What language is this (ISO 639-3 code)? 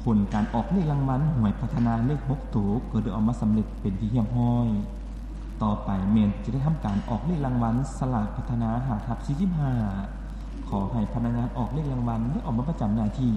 lao